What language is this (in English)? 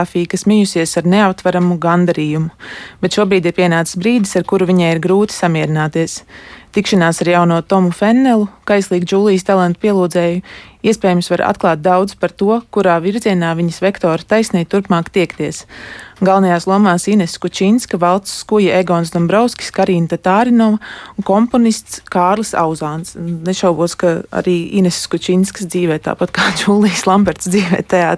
Latvian